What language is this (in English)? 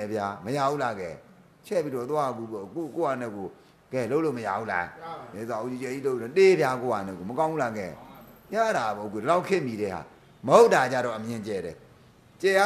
Burmese